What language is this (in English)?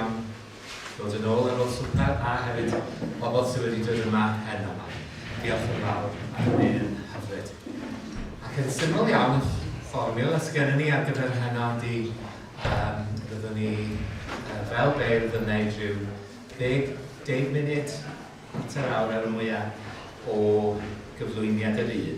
Welsh